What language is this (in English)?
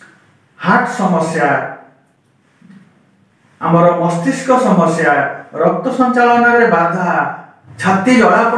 Odia